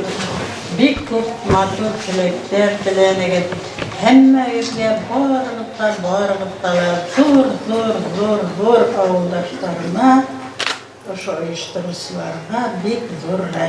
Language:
Bashkir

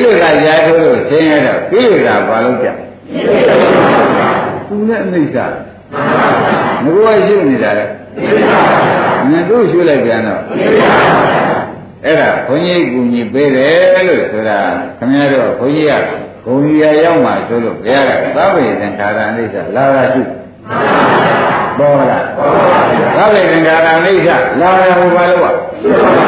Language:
Burmese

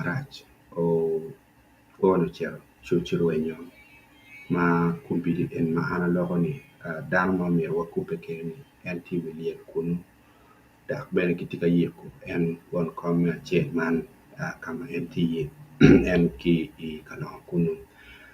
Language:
Acoli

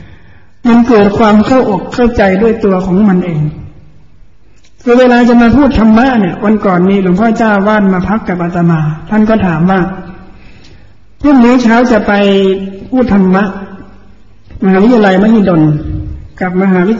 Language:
Thai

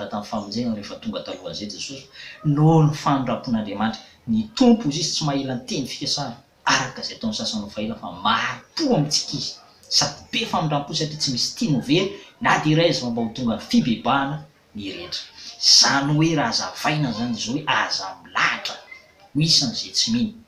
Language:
Malagasy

